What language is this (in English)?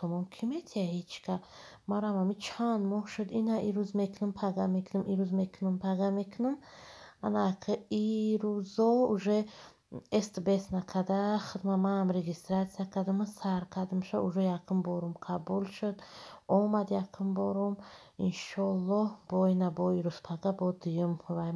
Tajik